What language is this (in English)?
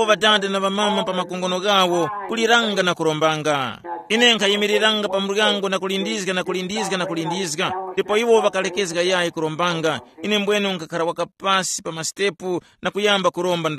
Tumbuka